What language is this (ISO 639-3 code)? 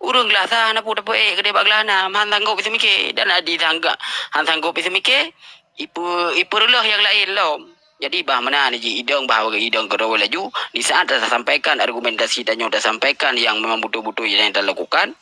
ace